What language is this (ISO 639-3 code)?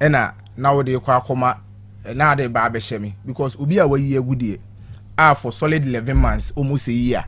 aka